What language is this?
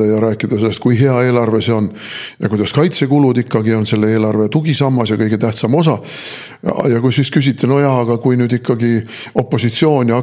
Estonian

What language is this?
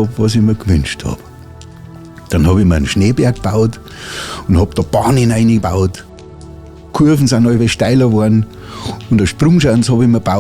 Bavarian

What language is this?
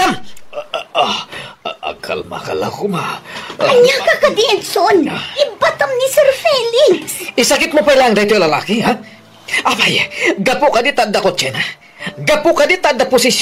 Iloko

